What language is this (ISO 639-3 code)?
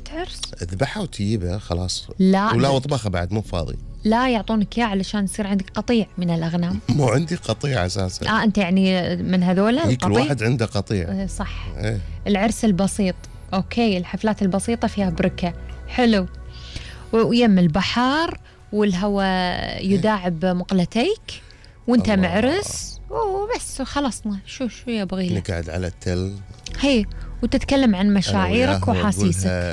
afb